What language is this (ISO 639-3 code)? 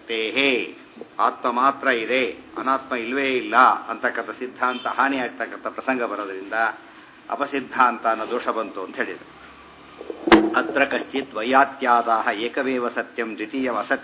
kan